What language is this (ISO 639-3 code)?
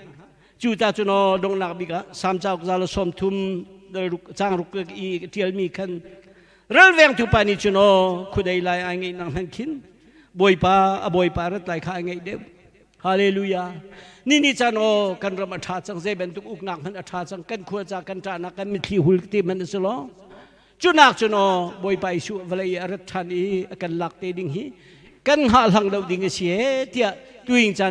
cnh